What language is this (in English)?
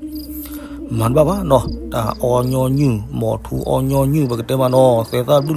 S'gaw Karen